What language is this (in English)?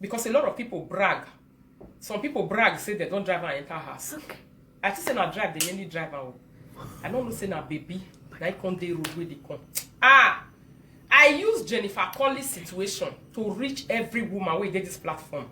Nigerian Pidgin